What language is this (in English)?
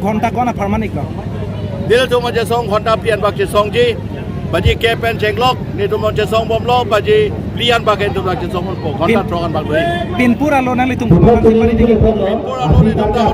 Karbi